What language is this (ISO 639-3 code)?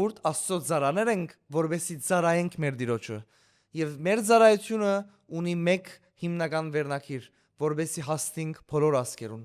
hyw